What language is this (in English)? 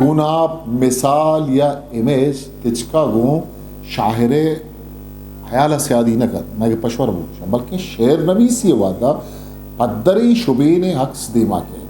Eastern Balochi